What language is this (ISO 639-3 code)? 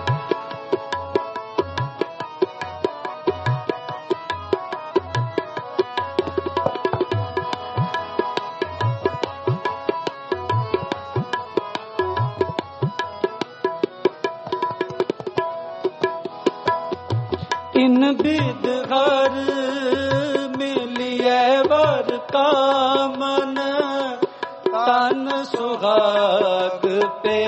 pan